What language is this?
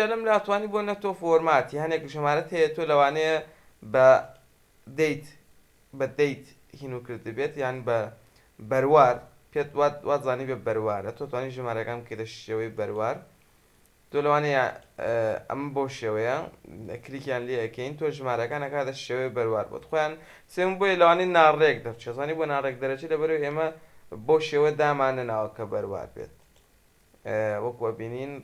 Central Kurdish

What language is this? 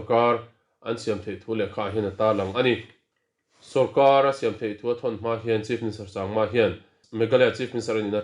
Mizo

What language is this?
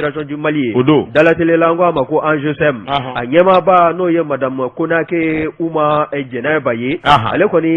Bambara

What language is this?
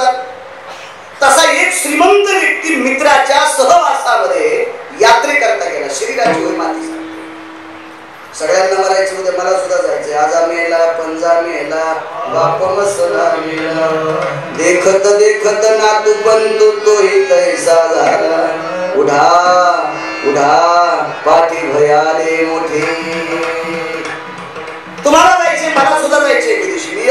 Marathi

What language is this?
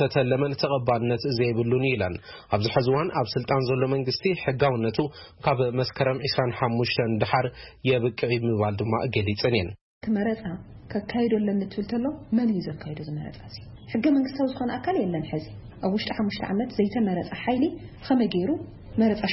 Tigrinya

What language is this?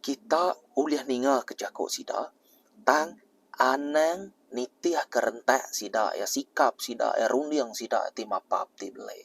Iban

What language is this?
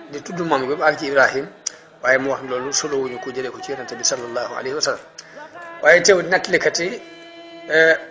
Wolof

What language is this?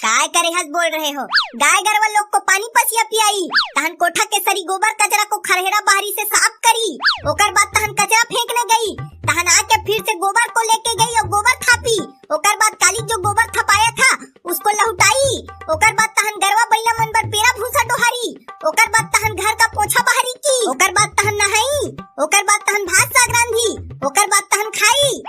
Chhattisgarhi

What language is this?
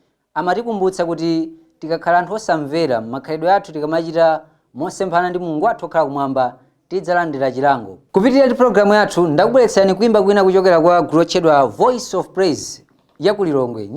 Nyanja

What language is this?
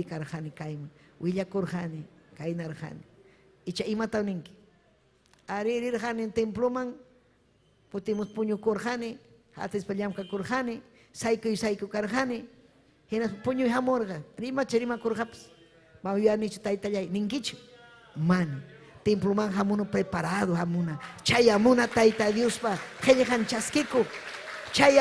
Ayacucho Quechua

